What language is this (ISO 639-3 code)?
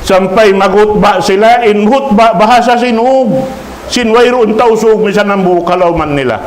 tsg